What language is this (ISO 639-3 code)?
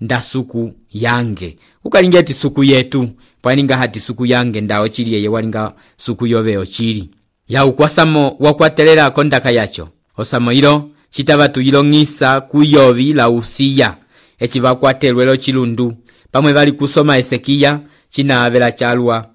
umb